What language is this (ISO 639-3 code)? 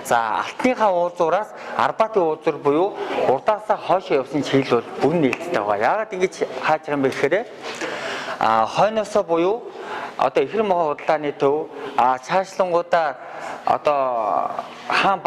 mon